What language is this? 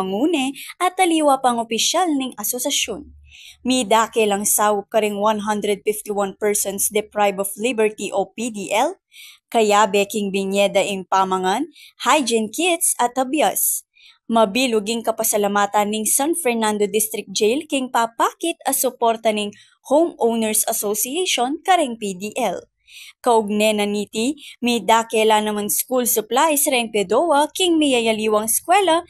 Pampanga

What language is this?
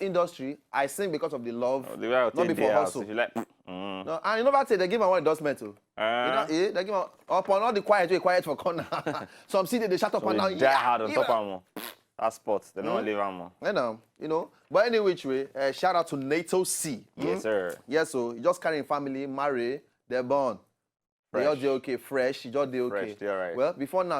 Nigerian Pidgin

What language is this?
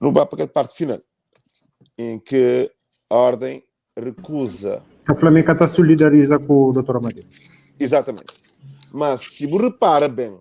Kabuverdianu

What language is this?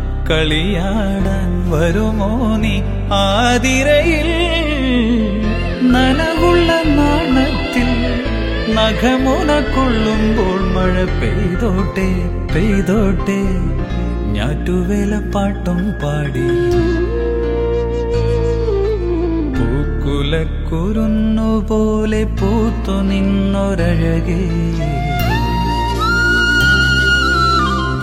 Malayalam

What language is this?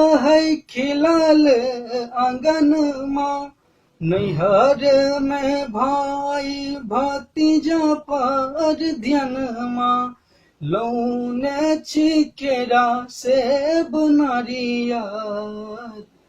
Maithili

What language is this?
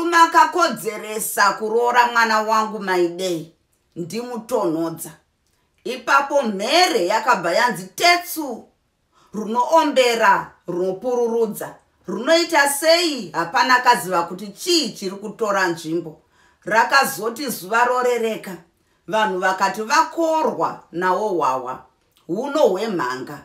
Shona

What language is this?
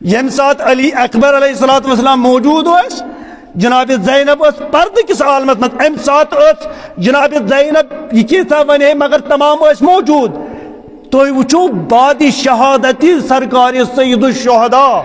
Kashmiri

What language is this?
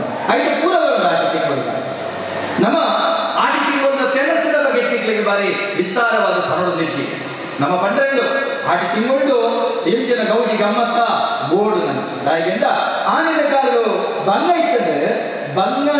Tulu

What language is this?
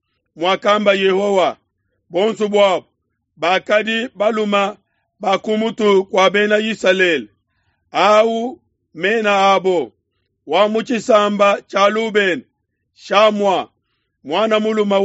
Luba-Lulua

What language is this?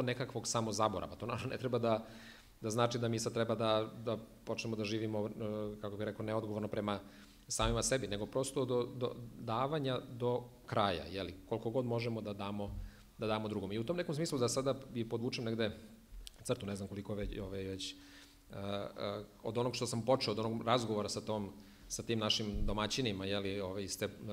Serbian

